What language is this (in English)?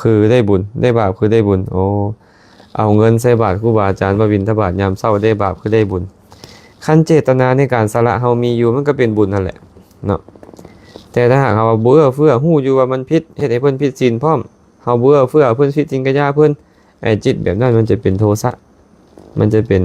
Lao